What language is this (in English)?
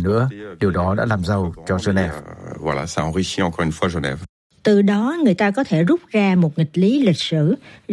Vietnamese